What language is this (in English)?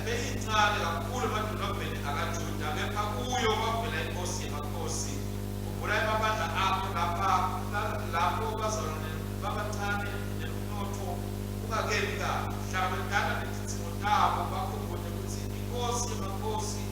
Swati